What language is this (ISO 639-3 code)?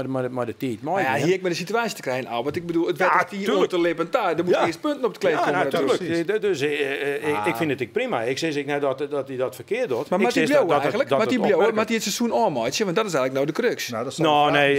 fry